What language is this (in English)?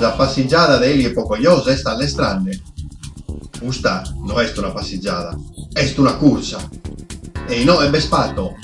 Sardinian